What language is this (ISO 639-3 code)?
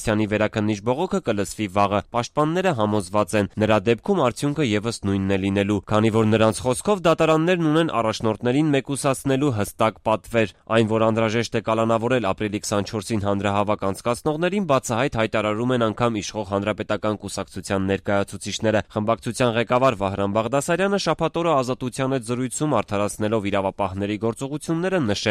hye